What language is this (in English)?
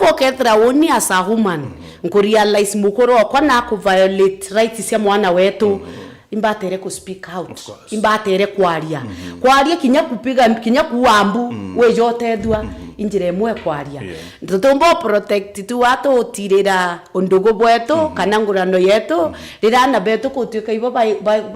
Meru